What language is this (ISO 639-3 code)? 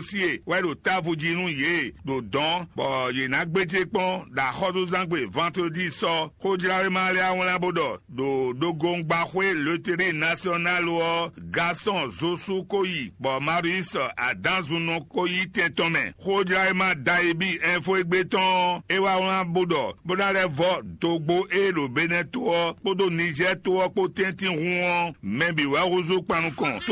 fon